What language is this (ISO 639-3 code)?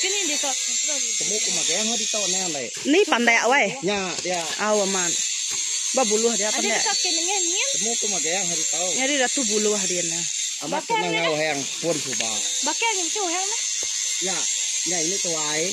iba